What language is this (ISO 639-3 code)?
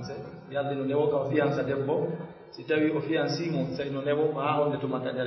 fuf